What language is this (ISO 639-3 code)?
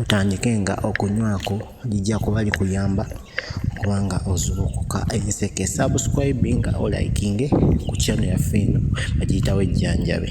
lug